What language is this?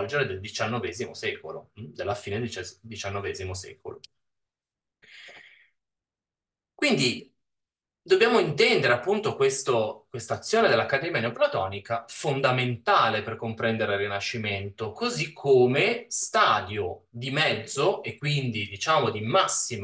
Italian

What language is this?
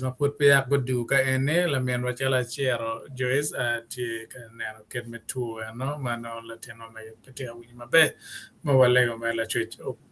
Acoli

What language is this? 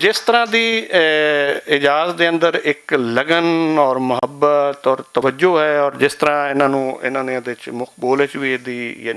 Western Panjabi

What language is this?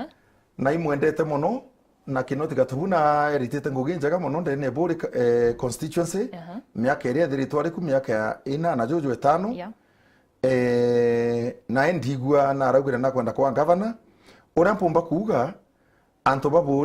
Meru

